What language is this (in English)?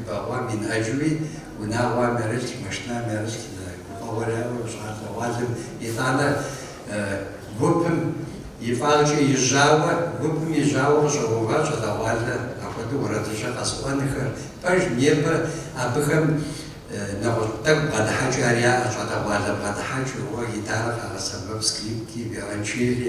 Kabardian